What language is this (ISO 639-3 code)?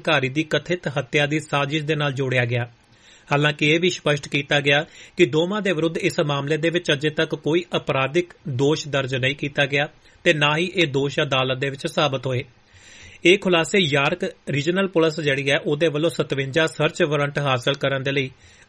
pan